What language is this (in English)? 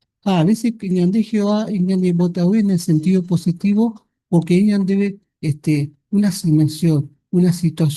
Guarani